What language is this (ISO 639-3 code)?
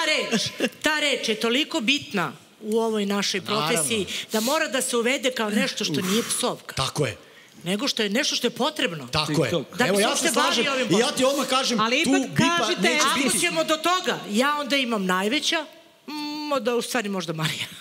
srp